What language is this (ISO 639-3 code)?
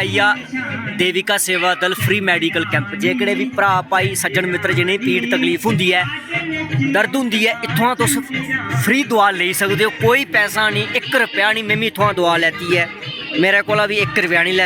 doi